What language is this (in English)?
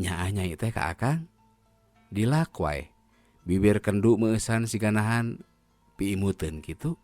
Sundanese